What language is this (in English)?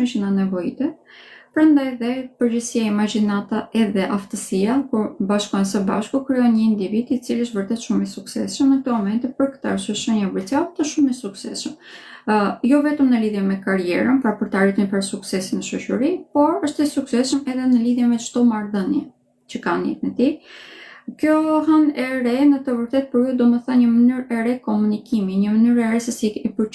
Albanian